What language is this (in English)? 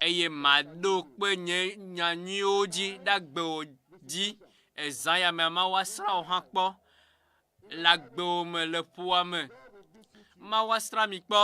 Ewe